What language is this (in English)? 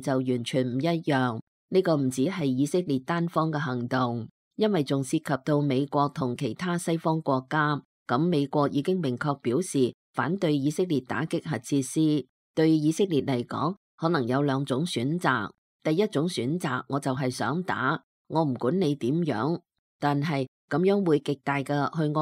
Cantonese